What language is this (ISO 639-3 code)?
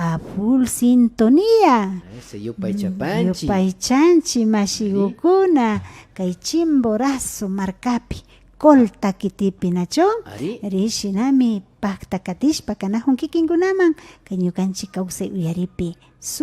qvi